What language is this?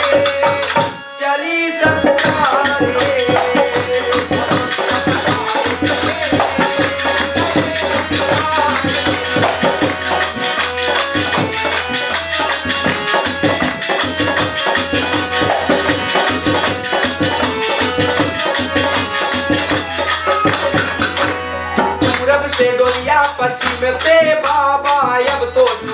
Bhojpuri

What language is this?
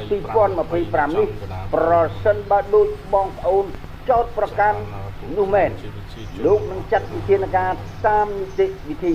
Khmer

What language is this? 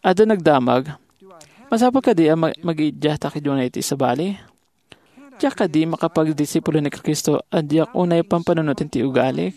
Iloko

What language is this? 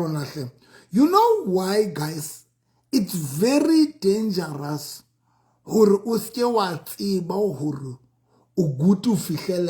Southern Sotho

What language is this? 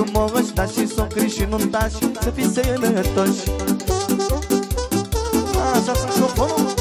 Romanian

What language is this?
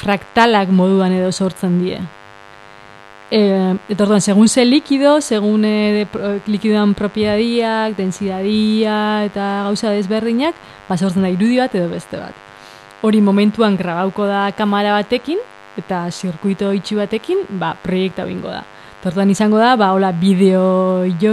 Basque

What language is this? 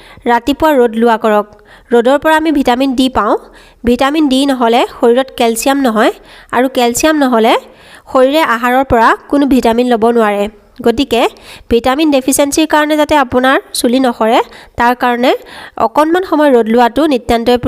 Assamese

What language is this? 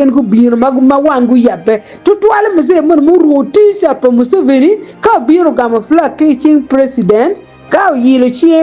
Acoli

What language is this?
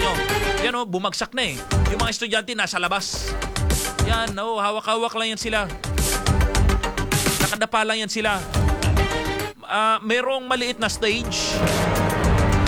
Filipino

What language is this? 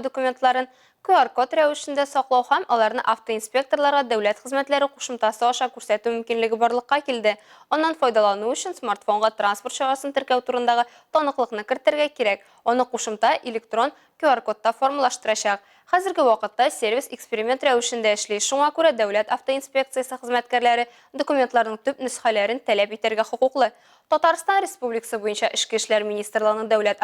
Tatar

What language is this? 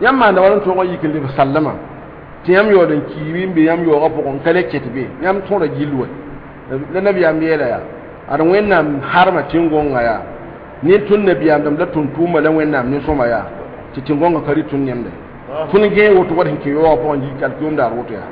Mossi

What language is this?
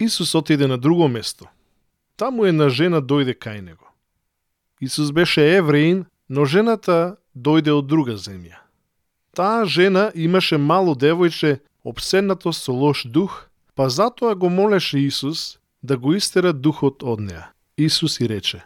Macedonian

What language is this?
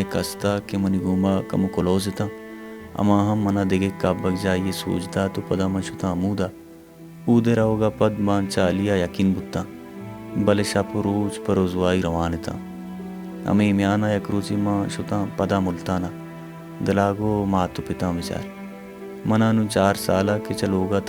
Baluchi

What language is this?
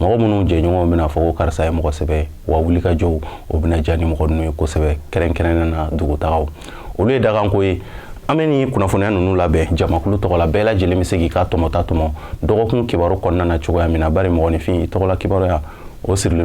Bambara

